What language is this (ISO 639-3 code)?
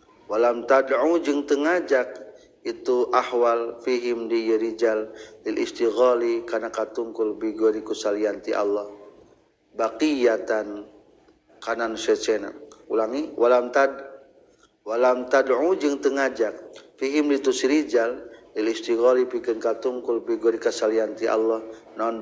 sun